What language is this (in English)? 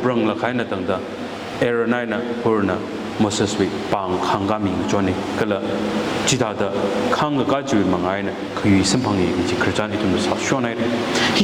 Tangkhul Naga (India)